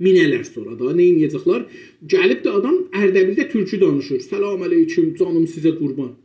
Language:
South Azerbaijani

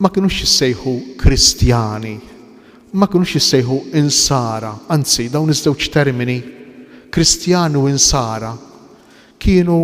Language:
Maltese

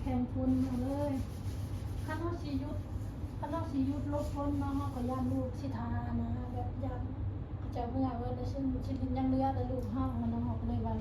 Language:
Lao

